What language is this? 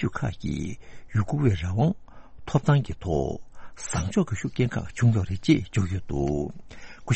Tibetan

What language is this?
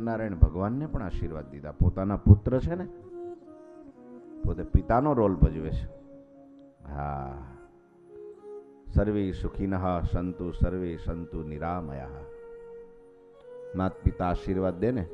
Gujarati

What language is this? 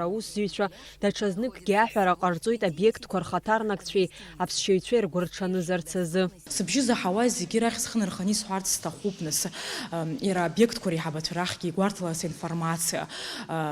Abkhazian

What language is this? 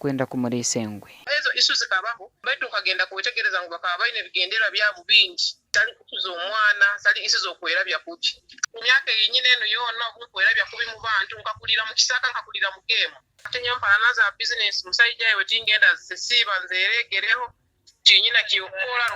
Nyankole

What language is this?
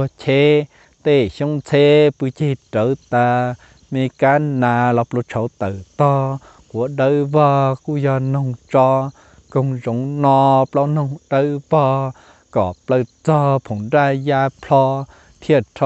Hmong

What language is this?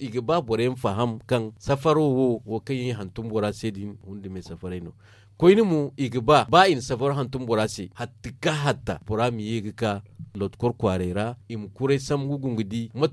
Zarma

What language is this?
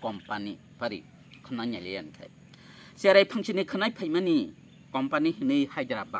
Kok Borok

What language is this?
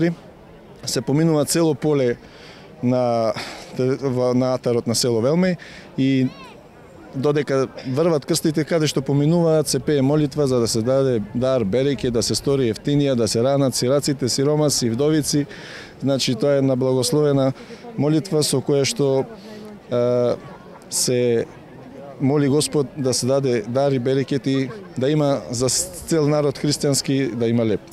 Macedonian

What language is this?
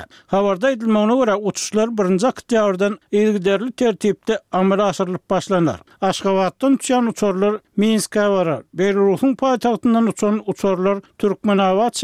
Turkmen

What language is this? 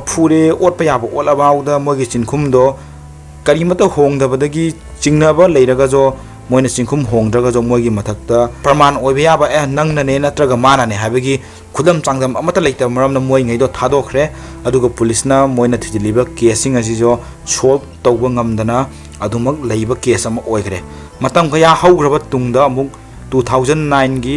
Manipuri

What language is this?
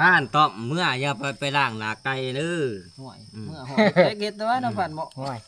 Northeastern Thai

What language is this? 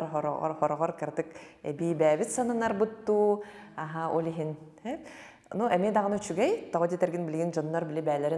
Yakut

